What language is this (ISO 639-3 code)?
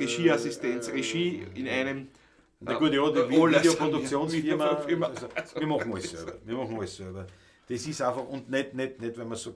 bar